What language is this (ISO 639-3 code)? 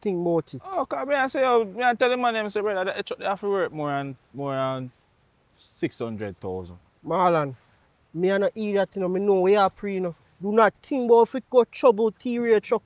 jam